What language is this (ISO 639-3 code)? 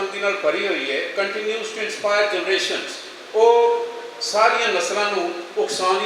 lah